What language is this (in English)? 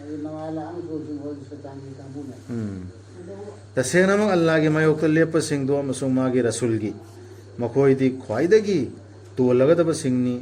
Manipuri